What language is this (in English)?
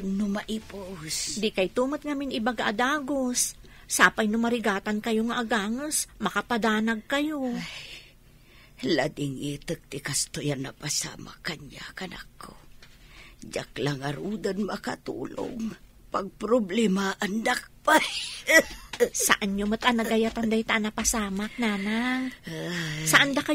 Iloko